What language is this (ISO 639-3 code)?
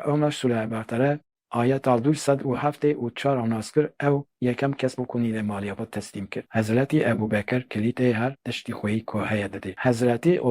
kur